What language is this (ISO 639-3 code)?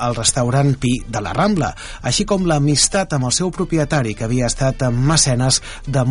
cat